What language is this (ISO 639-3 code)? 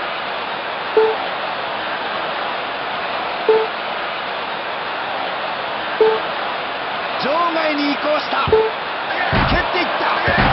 jpn